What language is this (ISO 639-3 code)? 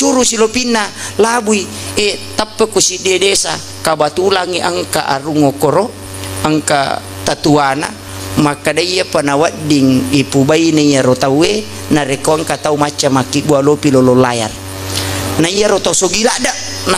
bug